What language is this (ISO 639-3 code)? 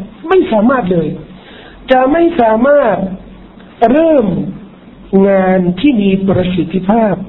tha